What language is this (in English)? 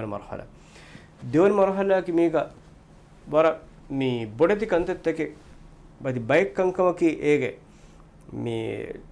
Divehi